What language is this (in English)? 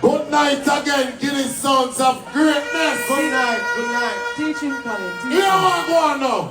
Jamaican Creole English